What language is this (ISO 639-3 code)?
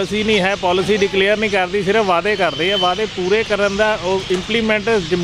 pan